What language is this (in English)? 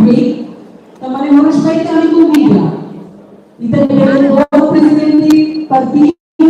Tetum